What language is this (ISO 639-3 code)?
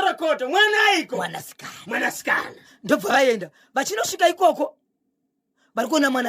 sna